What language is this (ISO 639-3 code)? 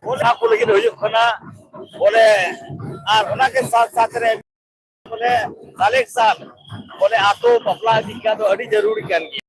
sat